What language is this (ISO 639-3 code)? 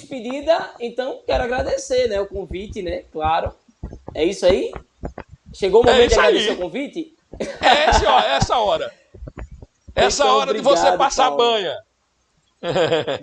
por